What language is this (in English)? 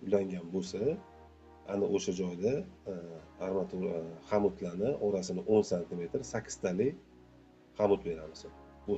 Uzbek